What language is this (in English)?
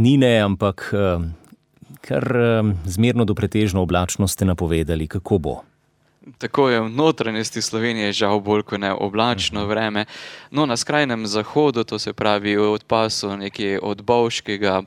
Slovenian